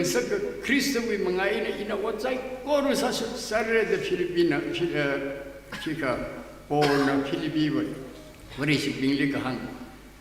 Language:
Tangkhul Naga (India)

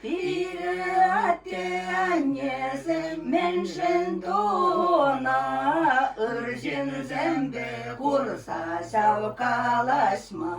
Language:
Chuvash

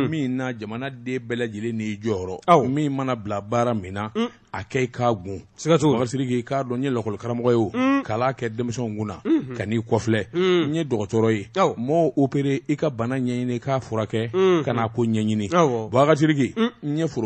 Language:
Bambara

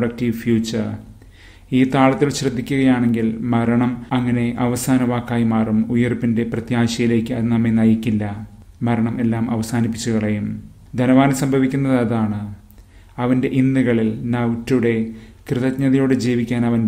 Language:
Malayalam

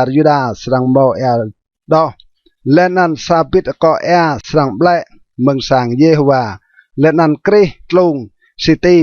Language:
Rade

